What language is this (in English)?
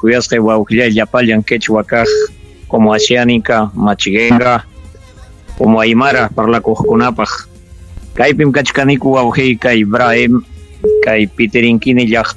Ayacucho Quechua